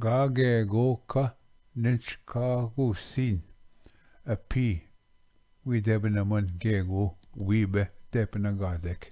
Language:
Ojibwa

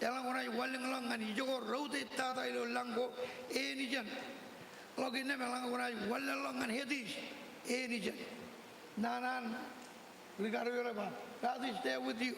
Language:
Marshallese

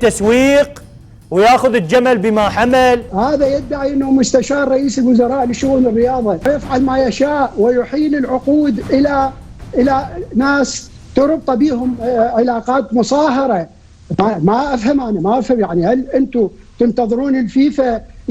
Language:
Mesopotamian Arabic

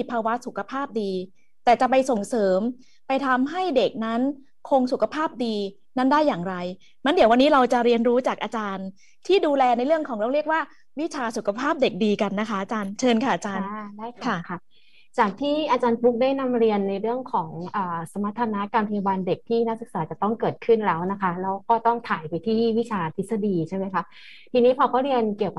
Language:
Thai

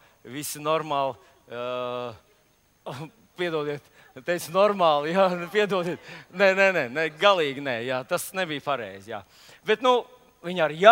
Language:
Latvian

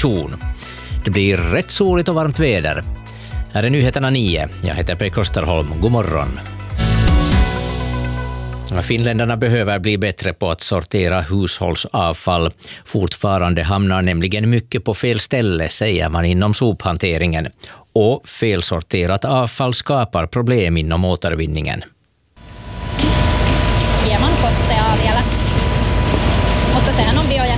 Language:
Swedish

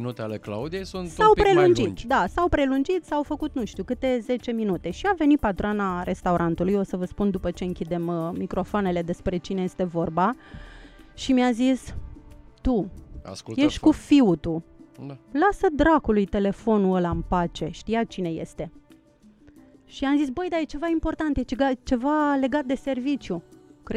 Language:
Romanian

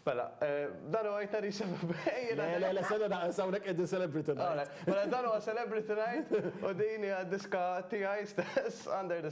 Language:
Maltese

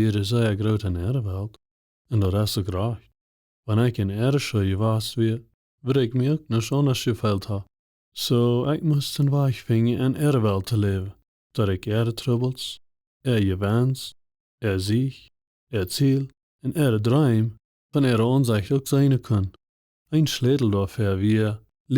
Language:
Plautdietsch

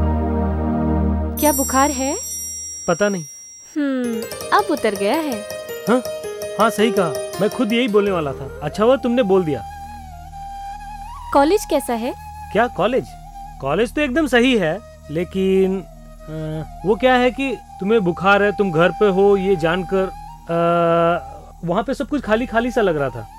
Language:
Hindi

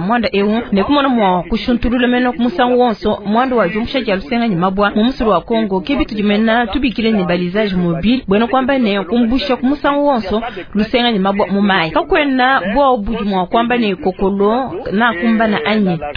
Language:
Luba-Lulua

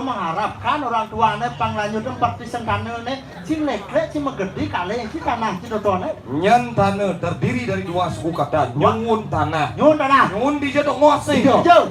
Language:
Balinese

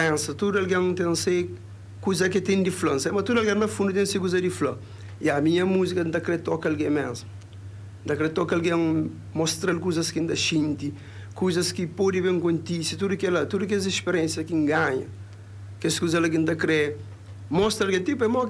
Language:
Kabuverdianu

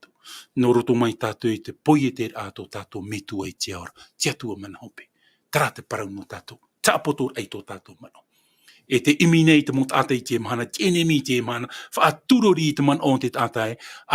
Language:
Tahitian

